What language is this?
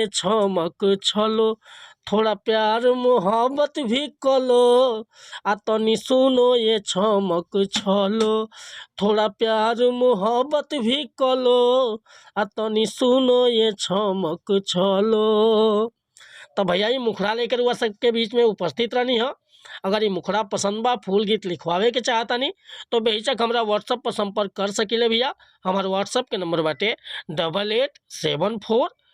Bhojpuri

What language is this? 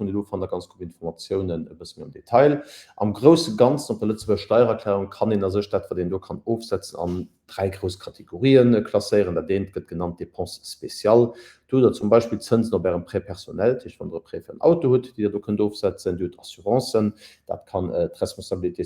Luxembourgish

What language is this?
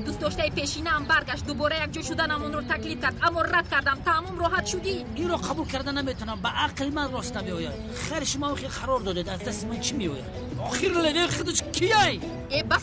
Tajik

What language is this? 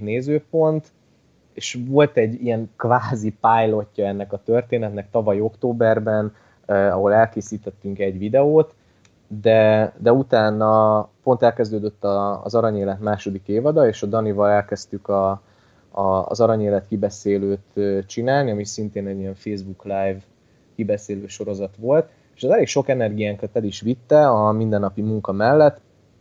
Hungarian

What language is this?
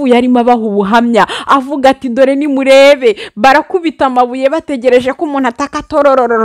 Kinyarwanda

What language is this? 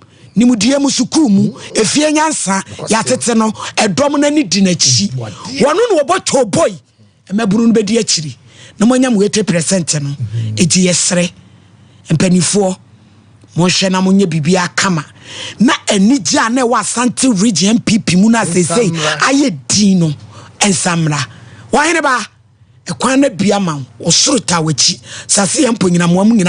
Akan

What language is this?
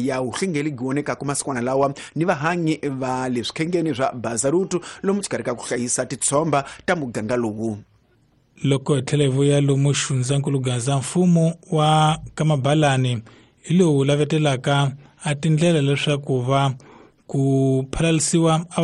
Tsonga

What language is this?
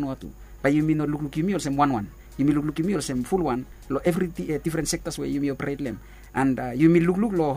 Bislama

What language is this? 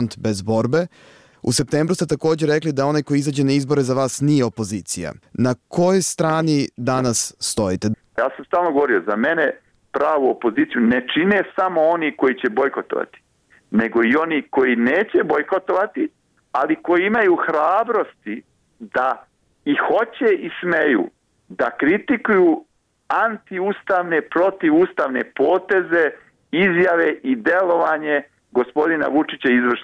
Serbian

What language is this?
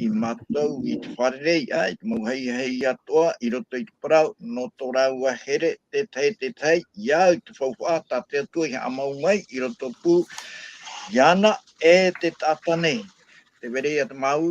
Tahitian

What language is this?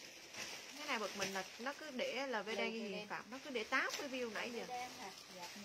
Vietnamese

